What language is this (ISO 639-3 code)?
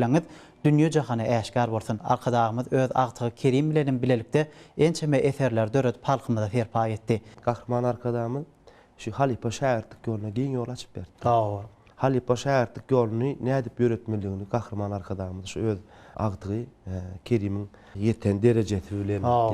tuk